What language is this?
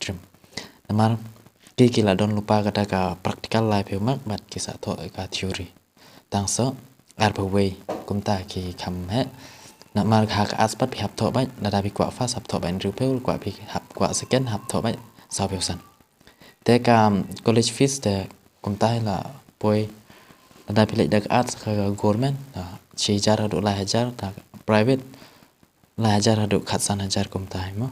Khasi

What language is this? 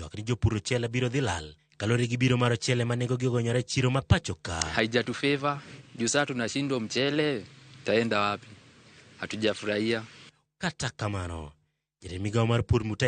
Luo (Kenya and Tanzania)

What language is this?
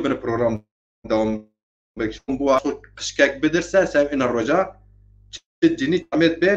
Zaza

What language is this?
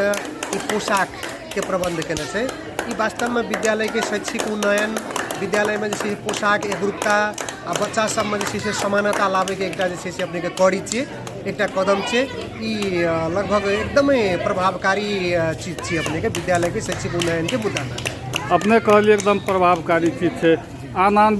Maithili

